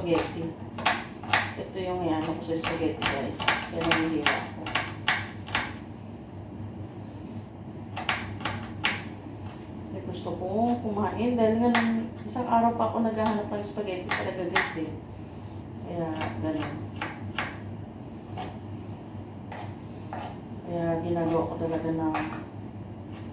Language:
Filipino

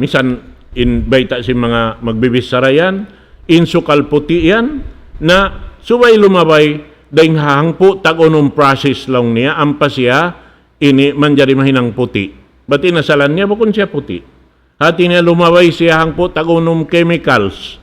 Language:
Tausug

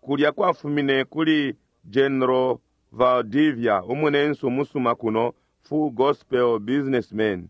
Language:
Bemba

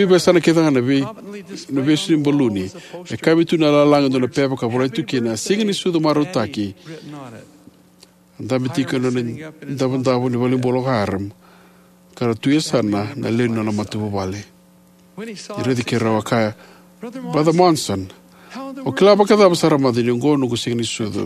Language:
Fijian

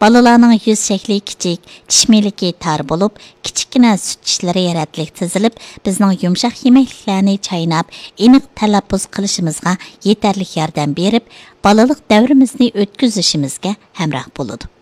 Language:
Uyghur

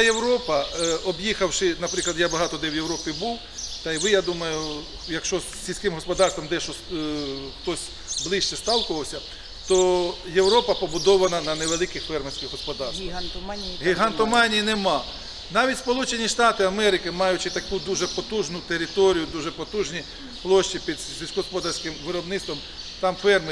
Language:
Ukrainian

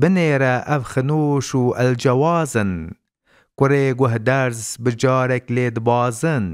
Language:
Kurdish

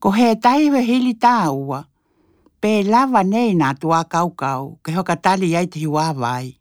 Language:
Tokelau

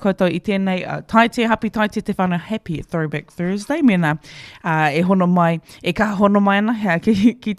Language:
Māori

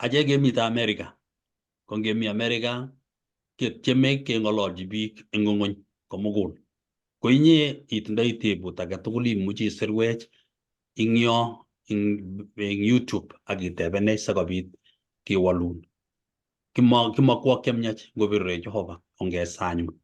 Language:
Kalenjin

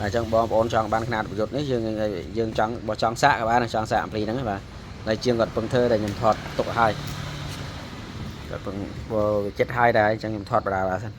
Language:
Khmer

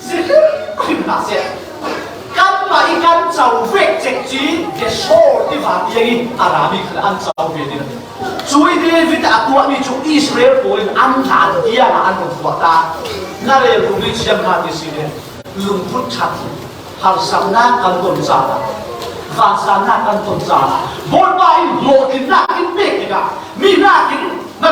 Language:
Falam Chin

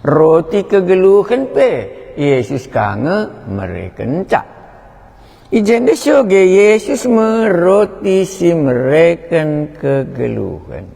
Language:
Batak Karo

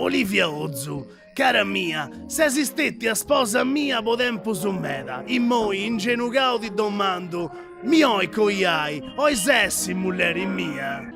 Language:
Sardinian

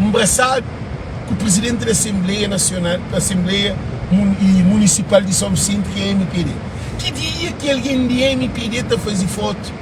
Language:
Kabuverdianu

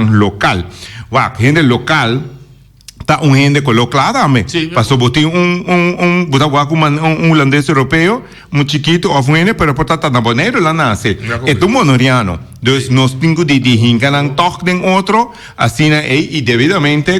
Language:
Papiamento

